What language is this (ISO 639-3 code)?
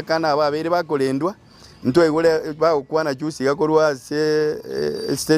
guz